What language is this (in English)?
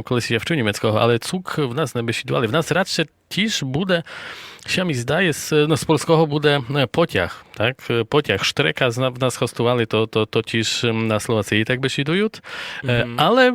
Rusyn